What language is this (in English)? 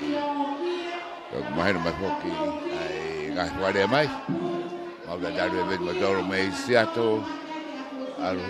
Tongan